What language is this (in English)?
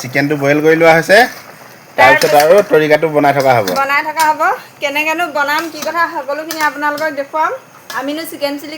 Assamese